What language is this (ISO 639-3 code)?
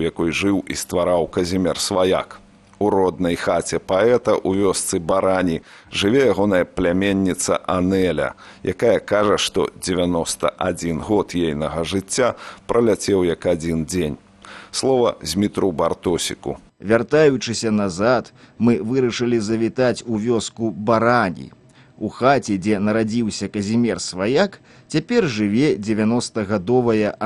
bel